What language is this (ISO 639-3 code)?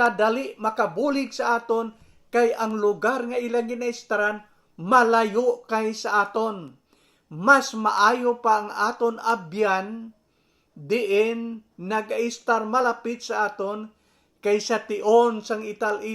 hil